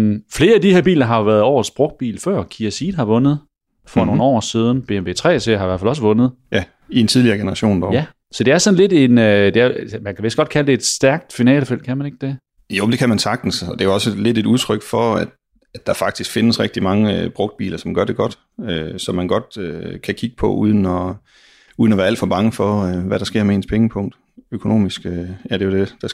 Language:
Danish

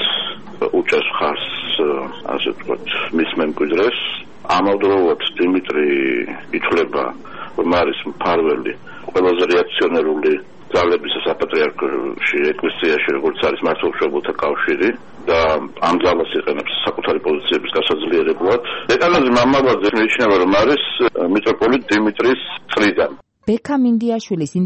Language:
Georgian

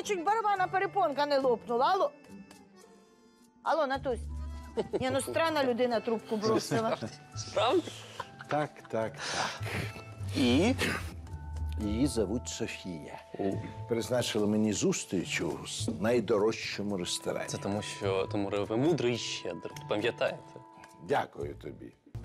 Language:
Ukrainian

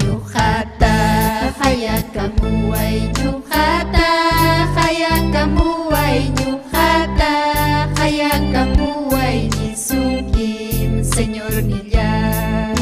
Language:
Ayacucho Quechua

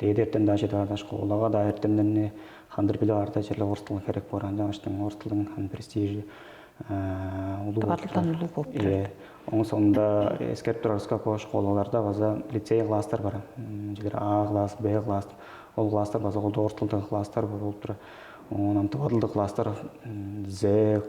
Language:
Tuvinian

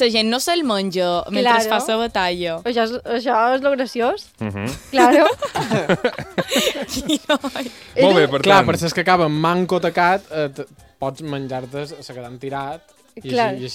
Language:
Catalan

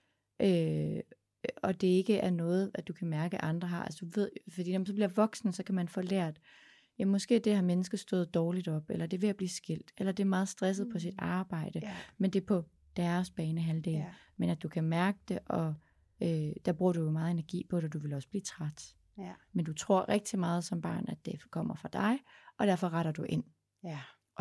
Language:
Danish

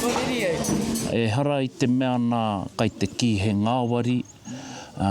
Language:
Māori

